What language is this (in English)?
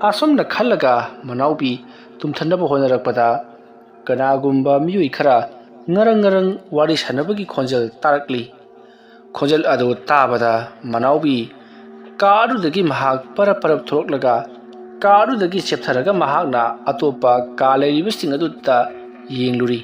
Manipuri